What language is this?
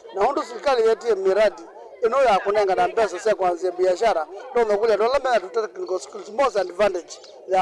Kamba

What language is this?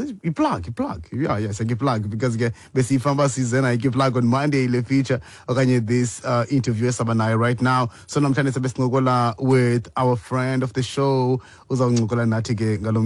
Xhosa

